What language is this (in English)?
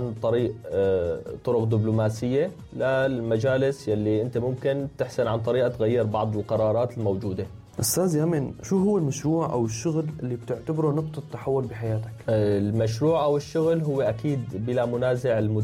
North Levantine Arabic